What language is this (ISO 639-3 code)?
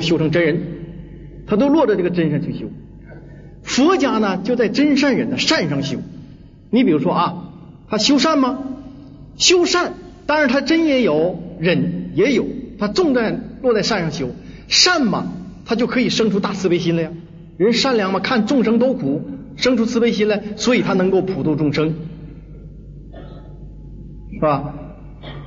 zho